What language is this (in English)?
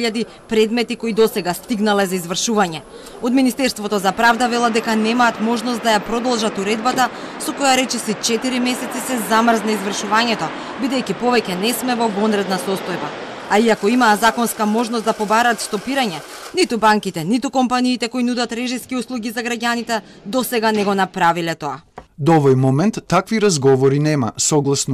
Macedonian